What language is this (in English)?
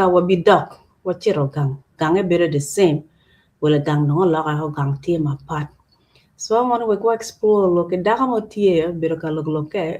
Acoli